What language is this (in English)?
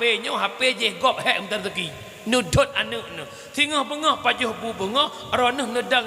Achinese